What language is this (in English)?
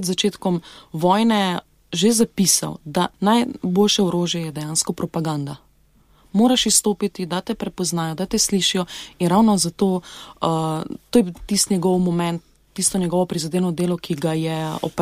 Slovenian